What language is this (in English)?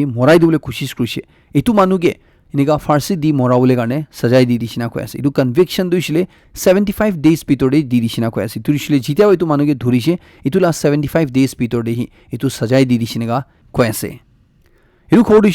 Naga Pidgin